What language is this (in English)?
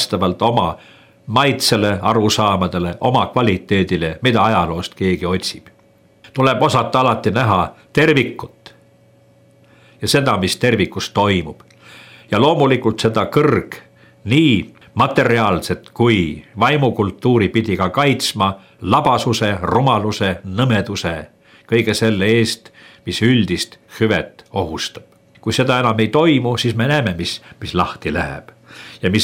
Estonian